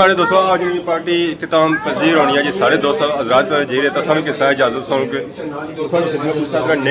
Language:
Pahari-Potwari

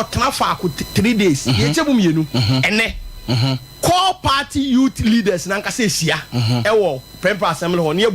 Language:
Akan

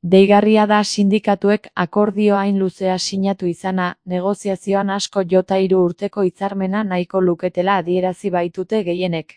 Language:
Basque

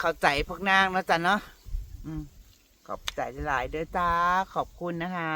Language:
Northeastern Thai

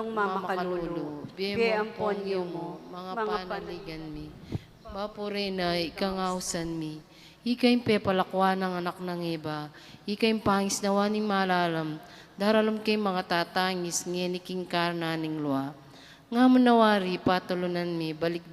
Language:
Pampanga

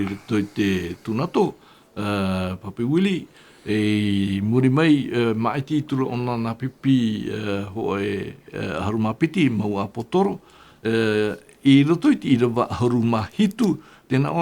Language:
Tahitian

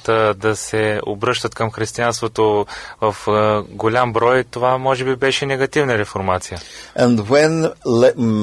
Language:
Bulgarian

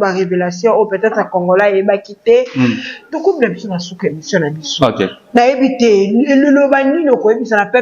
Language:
Lingala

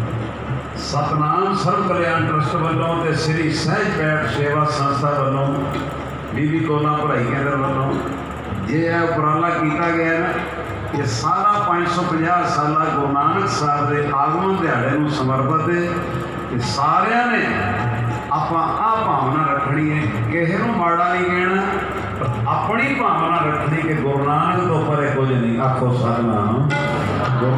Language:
Punjabi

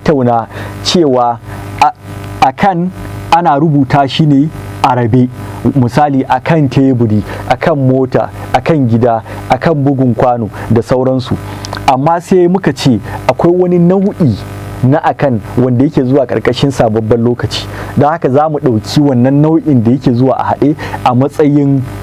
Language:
Hausa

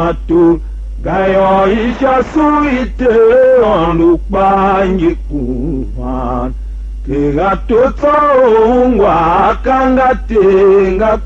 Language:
Tiv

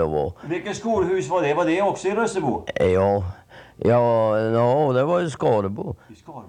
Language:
Swedish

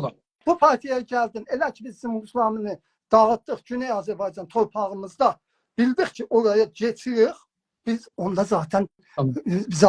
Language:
South Azerbaijani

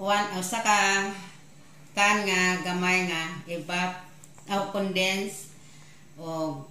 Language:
Cebuano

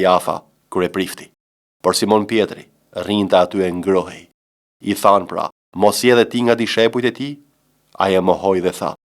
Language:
Albanian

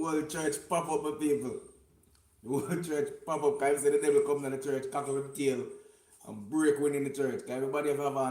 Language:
Jamaican Creole English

